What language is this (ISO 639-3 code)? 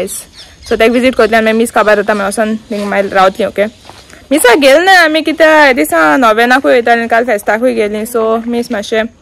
kok